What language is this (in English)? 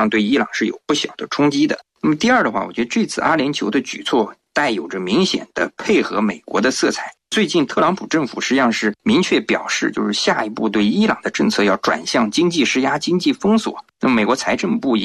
Chinese